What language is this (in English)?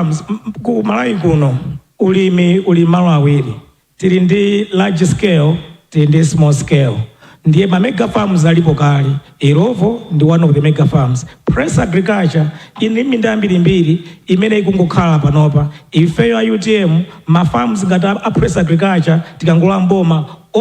Nyanja